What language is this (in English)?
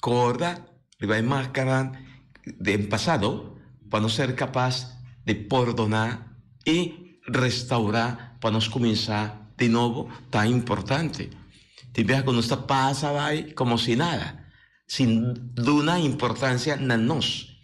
Papiamento